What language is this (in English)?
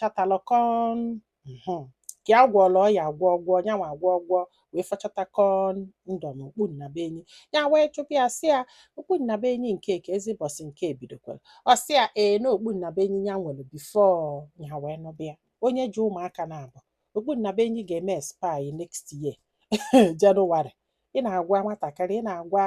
Igbo